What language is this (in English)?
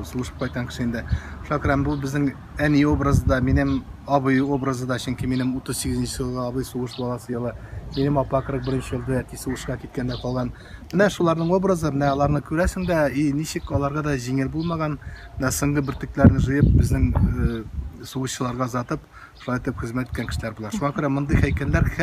Tatar